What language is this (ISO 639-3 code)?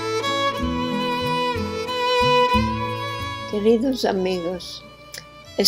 lad